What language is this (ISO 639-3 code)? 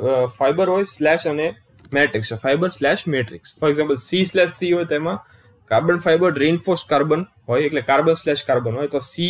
guj